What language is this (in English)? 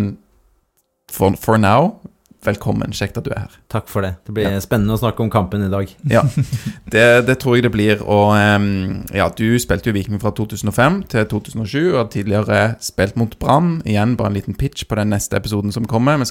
Norwegian